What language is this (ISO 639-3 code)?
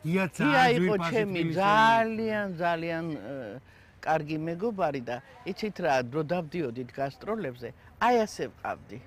kat